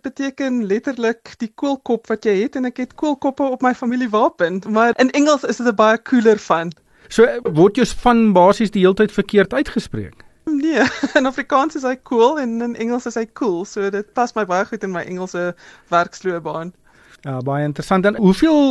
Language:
Afrikaans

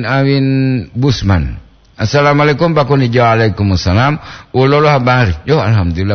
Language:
Gorontalo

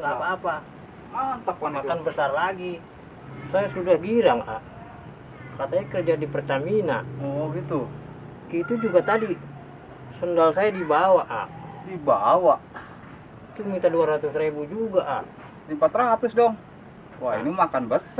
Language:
Betawi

